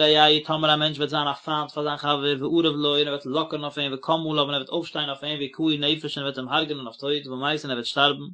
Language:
Yiddish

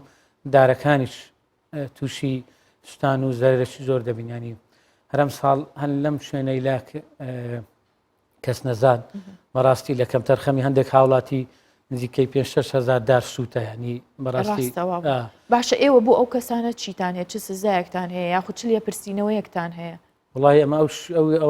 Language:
Central Kurdish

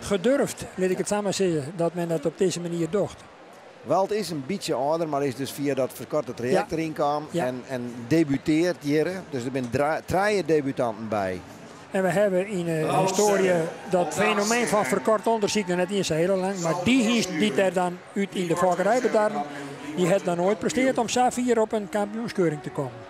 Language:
Western Frisian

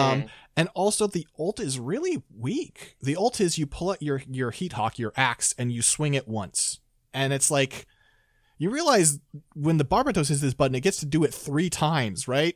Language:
English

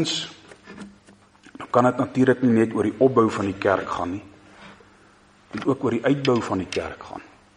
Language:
Afrikaans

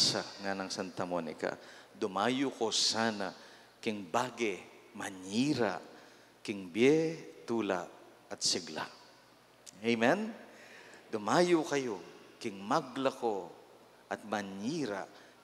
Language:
Pampanga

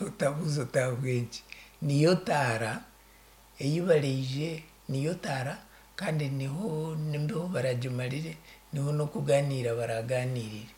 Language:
Nyankole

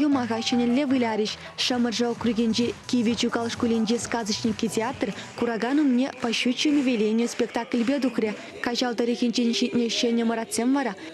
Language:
Chuvash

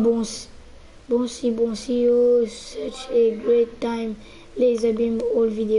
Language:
Morisyen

